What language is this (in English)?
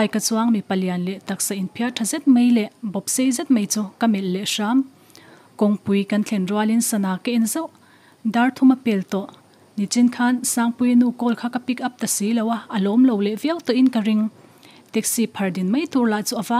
Mizo